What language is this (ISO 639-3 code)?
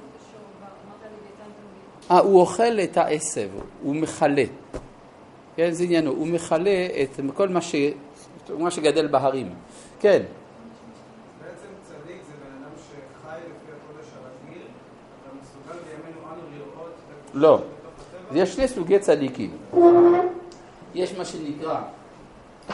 heb